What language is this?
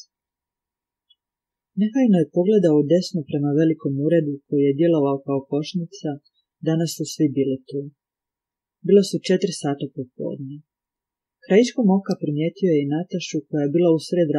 Croatian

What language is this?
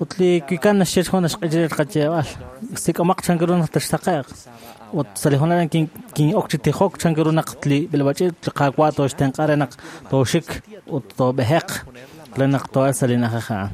Kekchí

